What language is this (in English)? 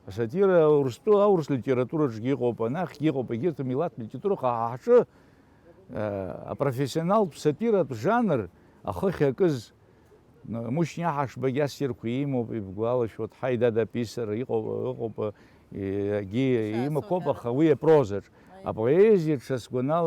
Abkhazian